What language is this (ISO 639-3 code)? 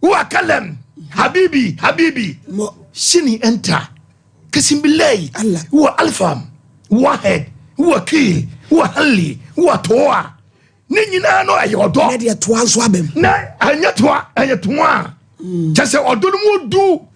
aka